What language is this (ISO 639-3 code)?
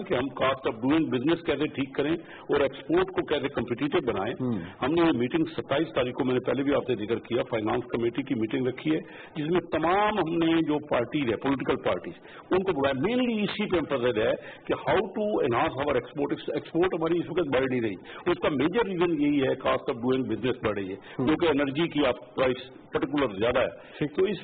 urd